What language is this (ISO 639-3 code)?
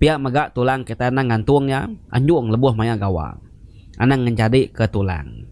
iba